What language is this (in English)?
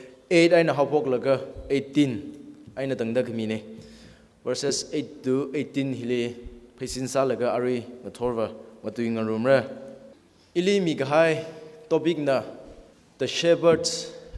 Tangkhul Naga (India)